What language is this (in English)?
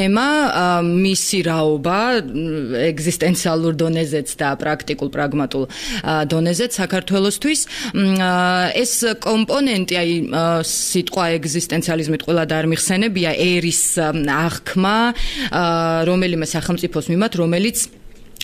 Georgian